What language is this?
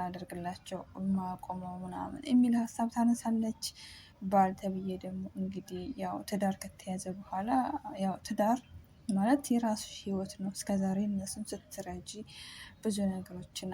Amharic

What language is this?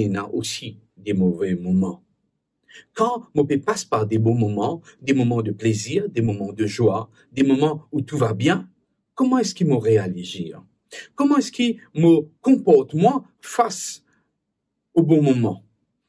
Morisyen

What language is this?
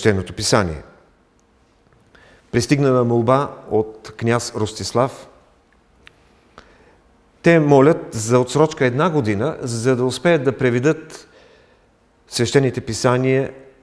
Bulgarian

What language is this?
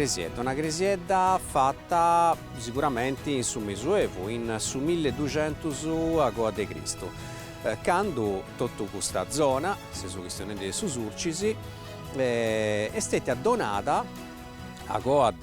Sardinian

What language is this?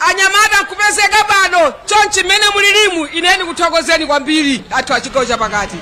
Nyanja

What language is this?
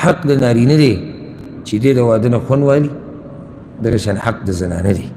Pashto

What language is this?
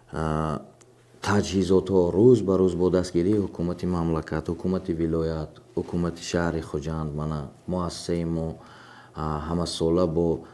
Tajik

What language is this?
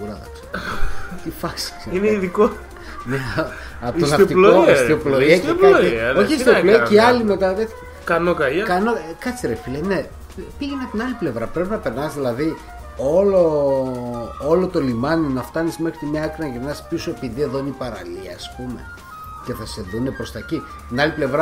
Greek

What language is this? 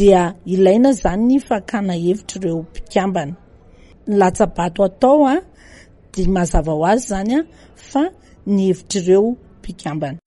Malagasy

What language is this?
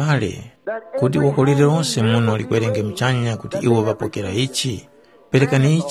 Tumbuka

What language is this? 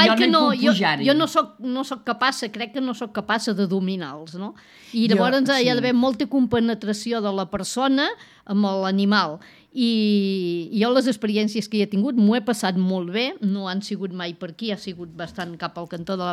Catalan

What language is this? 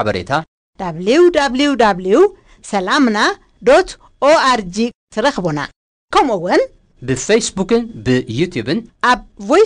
Tigrinya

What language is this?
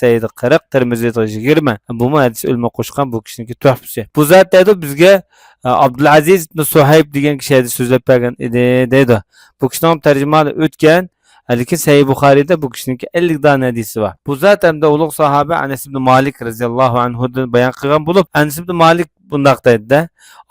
Uyghur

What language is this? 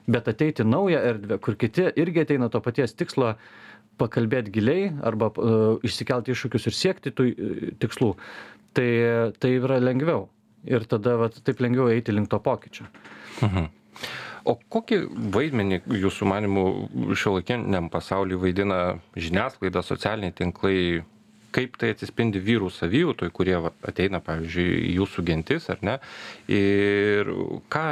Lithuanian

